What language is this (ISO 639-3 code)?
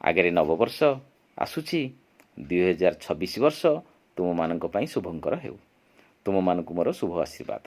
ori